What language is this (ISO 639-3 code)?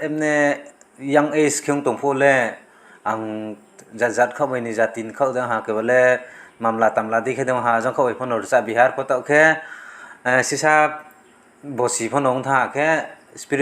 ria